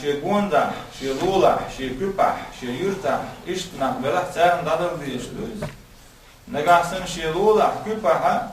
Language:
Chechen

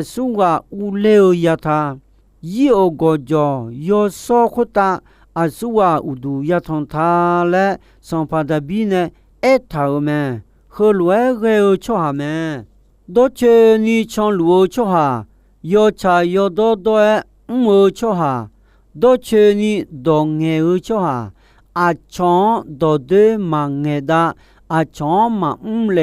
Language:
Akha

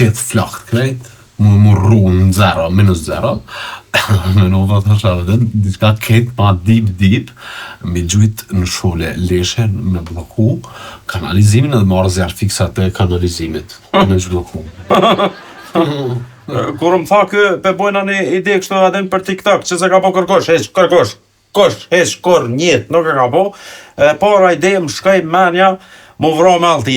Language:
Albanian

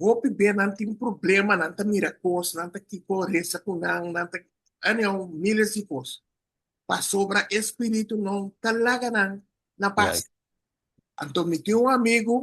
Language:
Papiamento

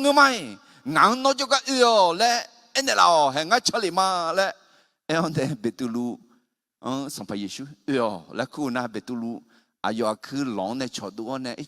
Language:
Akha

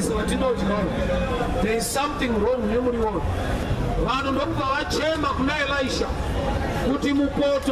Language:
Shona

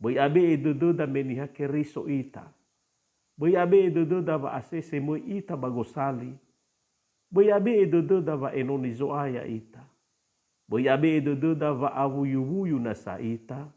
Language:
Nias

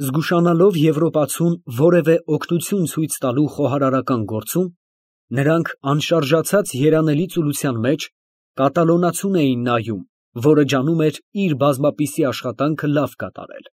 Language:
Armenian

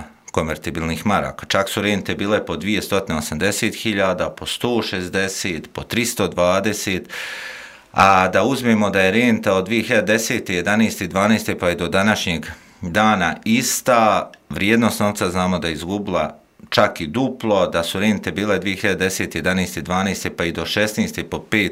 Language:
Croatian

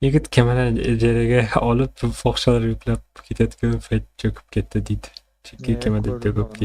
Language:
Kara-Kalpak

